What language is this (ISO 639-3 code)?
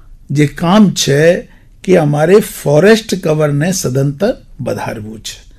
guj